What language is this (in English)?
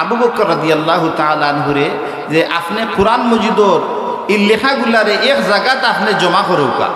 Sylheti